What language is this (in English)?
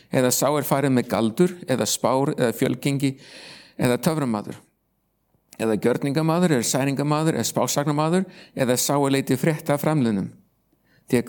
Icelandic